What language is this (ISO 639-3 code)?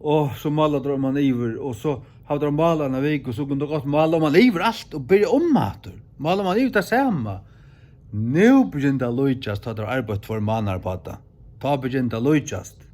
fao